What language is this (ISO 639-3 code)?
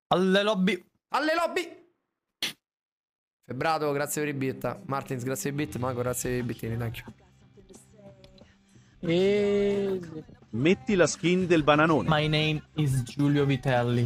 ita